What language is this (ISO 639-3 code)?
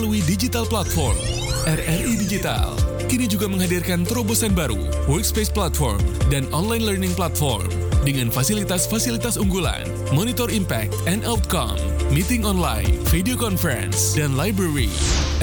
ind